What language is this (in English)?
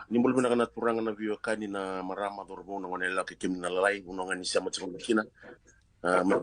Fijian